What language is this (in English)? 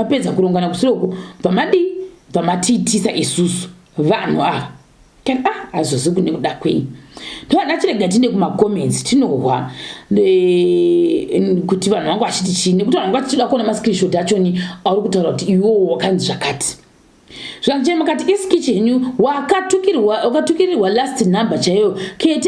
Shona